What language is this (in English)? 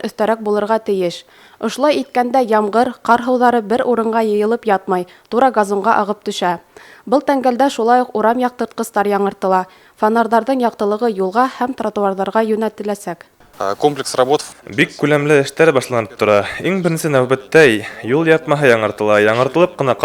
Bashkir